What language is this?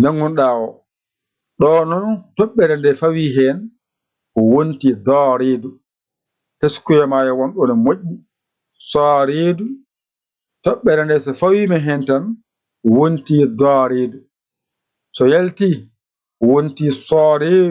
Fula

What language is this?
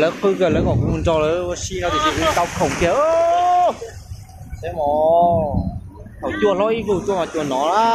Hmong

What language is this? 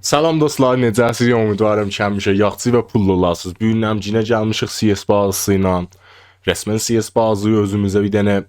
South Azerbaijani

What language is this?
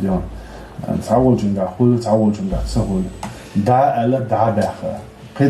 Chechen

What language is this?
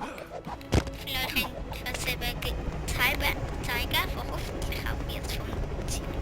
Swiss German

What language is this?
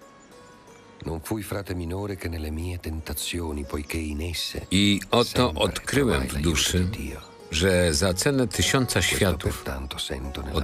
Polish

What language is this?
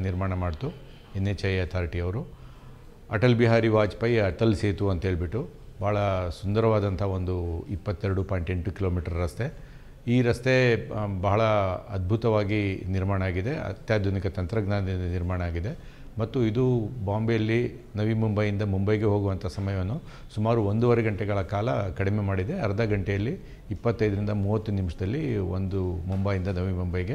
Kannada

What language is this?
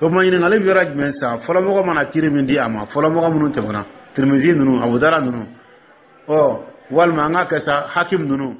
Dyula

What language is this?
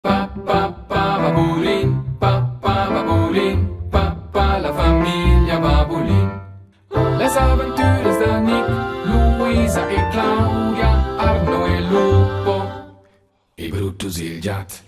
Romansh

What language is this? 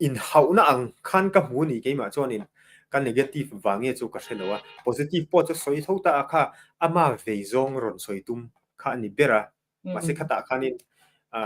Mizo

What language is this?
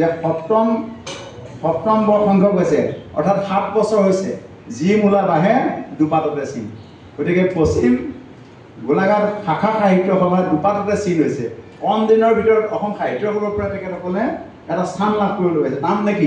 Assamese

